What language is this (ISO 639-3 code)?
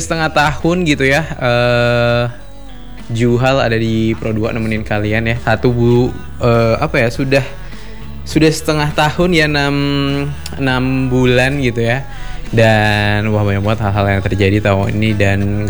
ind